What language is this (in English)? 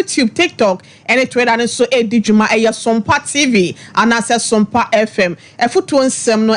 Akan